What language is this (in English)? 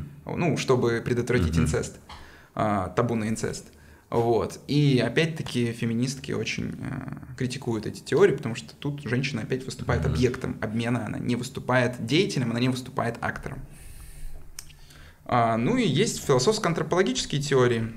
Russian